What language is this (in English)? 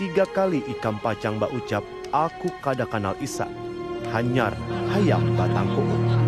Banjar